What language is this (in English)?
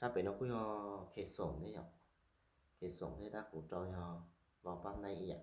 Hmong